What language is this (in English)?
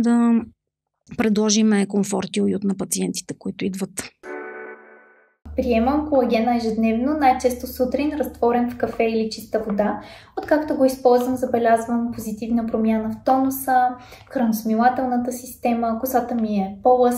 Bulgarian